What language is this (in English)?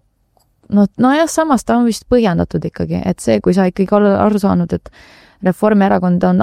Estonian